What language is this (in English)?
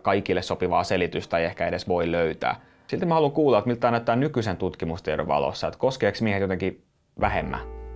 Finnish